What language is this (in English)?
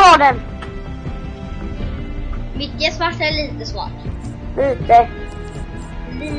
Swedish